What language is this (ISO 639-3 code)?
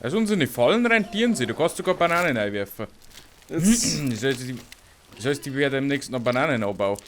bar